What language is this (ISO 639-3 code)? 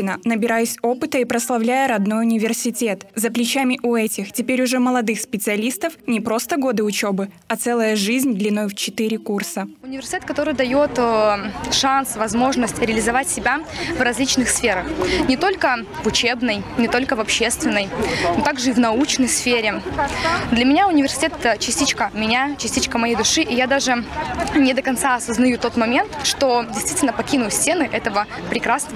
rus